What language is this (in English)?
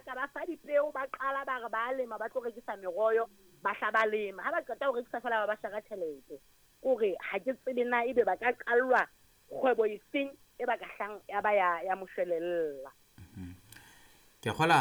Southern Sotho